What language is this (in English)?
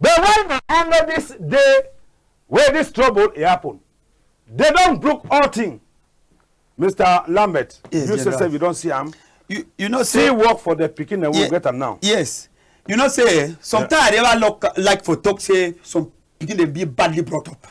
Cameroon Pidgin